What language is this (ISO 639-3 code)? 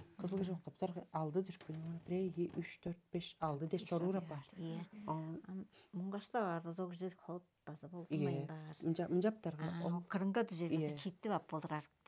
tyv